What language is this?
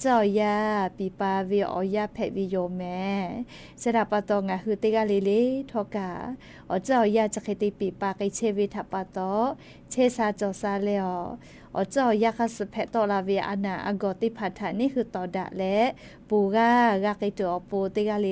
Lahu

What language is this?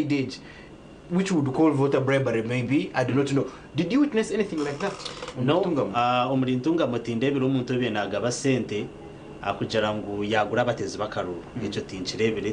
Nyankole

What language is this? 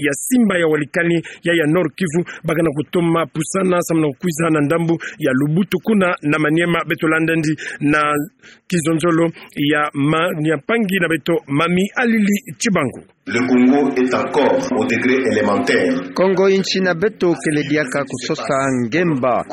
Kituba (Democratic Republic of Congo)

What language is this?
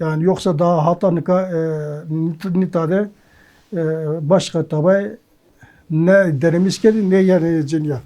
Zaza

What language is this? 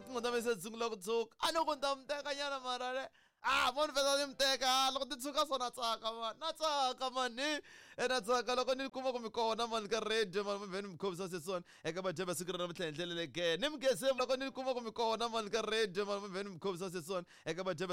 Tsonga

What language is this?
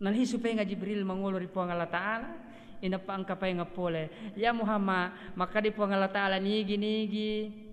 Buginese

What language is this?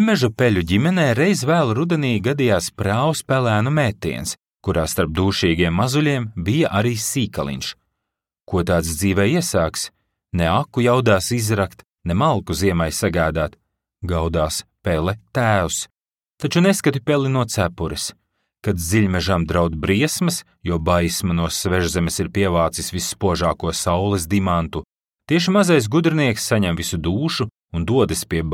Latvian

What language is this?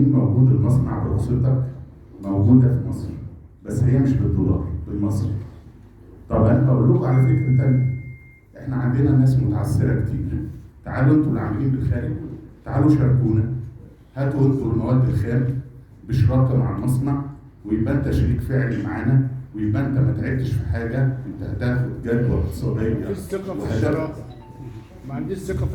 Egyptian Arabic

